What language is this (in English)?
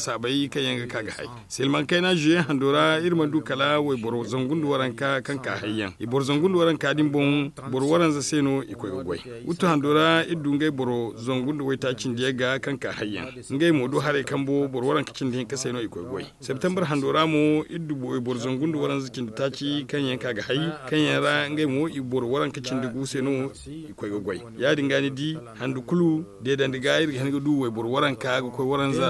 Zarma